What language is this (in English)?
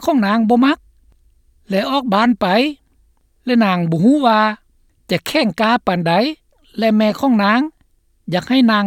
Lao